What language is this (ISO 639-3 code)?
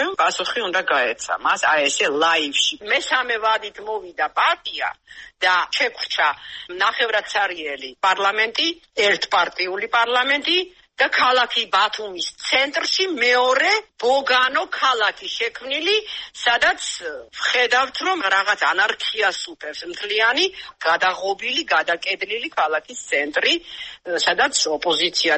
kat